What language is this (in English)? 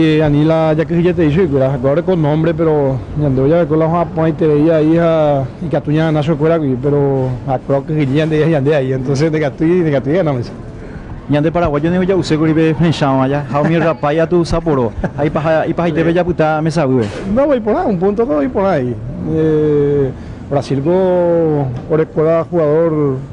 Guarani